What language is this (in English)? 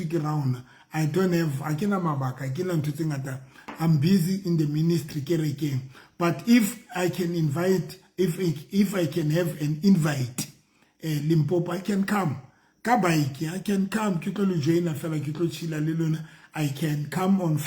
Southern Sotho